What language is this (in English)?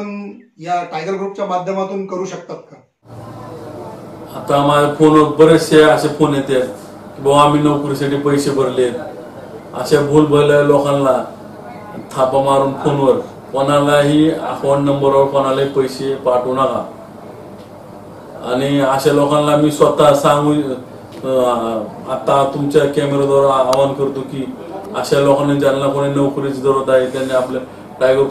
Marathi